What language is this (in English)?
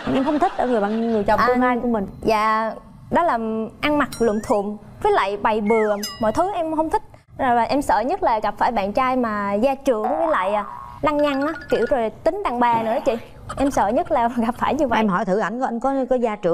Vietnamese